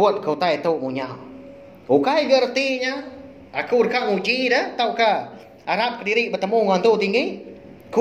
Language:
Iban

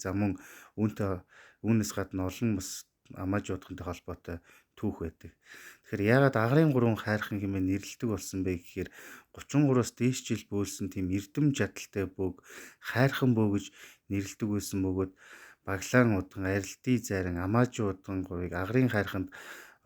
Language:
Mongolian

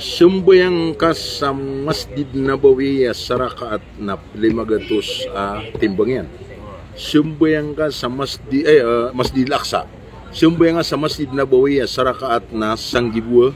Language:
Maranao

